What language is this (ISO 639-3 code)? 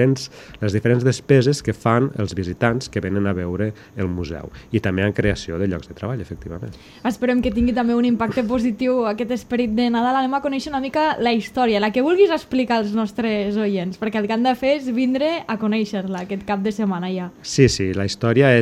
cat